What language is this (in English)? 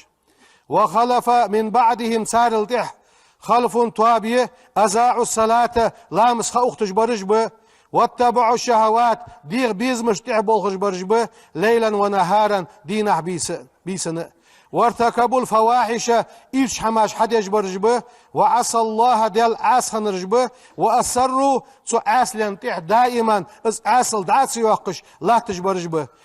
Ingush